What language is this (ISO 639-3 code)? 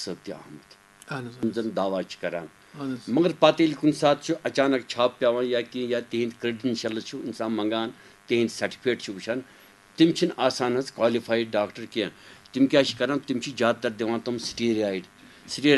kas